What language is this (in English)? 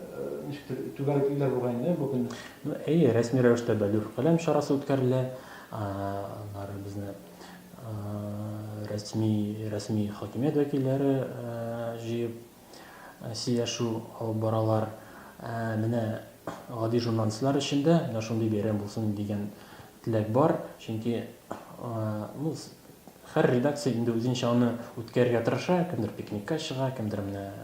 Tatar